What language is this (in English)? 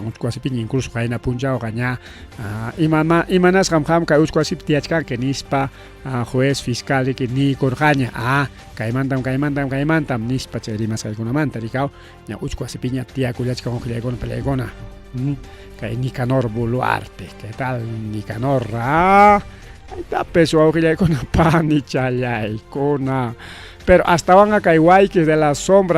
Ayacucho Quechua